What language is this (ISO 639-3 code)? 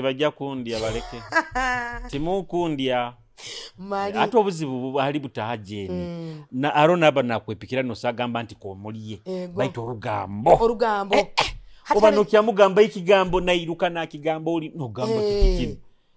nyo